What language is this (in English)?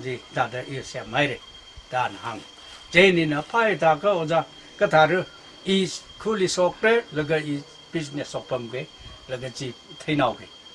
Tangkhul Naga (India)